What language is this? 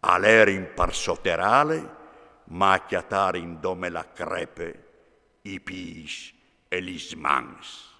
Friulian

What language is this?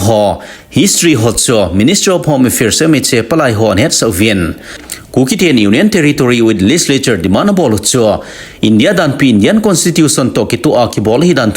Thado Chin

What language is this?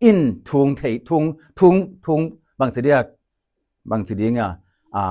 Tedim Chin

